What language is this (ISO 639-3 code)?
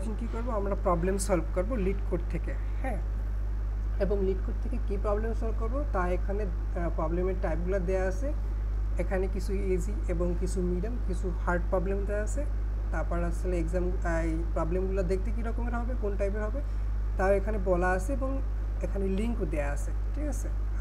ben